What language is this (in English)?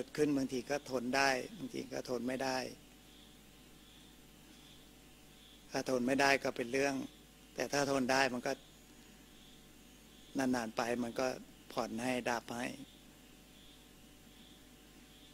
Thai